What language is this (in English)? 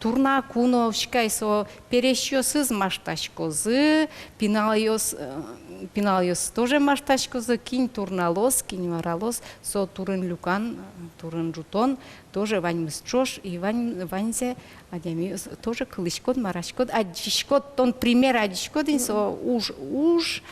Udmurt